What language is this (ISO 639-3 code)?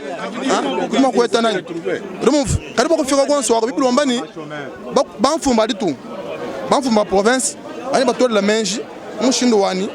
lua